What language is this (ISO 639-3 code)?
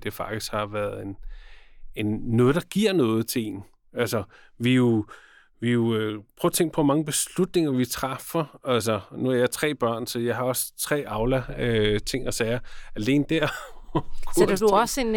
dan